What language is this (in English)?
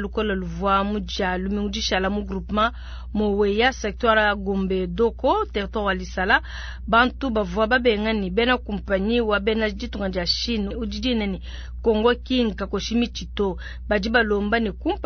Luba-Lulua